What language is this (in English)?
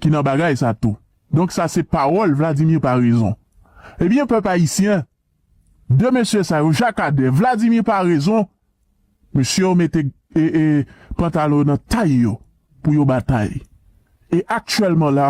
Haitian Creole